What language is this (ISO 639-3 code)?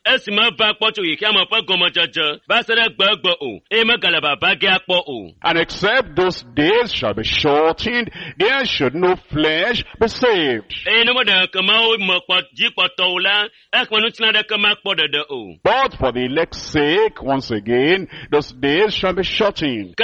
ewe